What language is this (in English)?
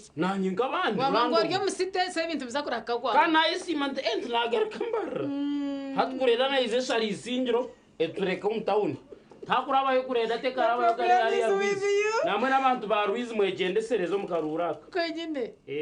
Nyankole